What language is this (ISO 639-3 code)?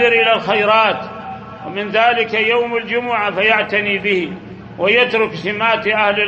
ara